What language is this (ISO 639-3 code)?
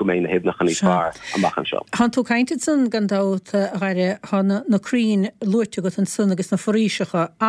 gle